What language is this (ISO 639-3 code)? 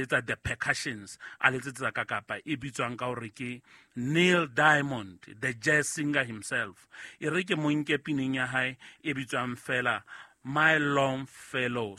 sot